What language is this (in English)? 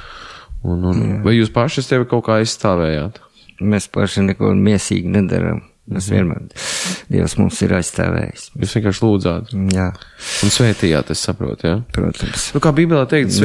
Latvian